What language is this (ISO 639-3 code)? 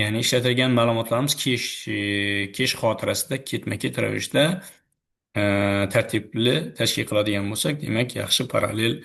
uzb